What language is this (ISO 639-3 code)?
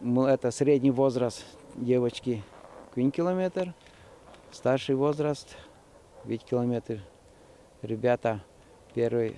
udm